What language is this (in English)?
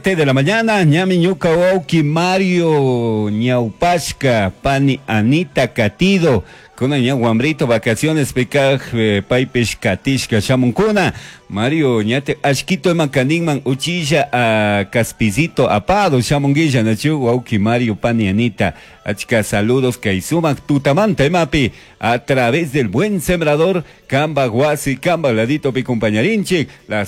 Chimborazo Highland Quichua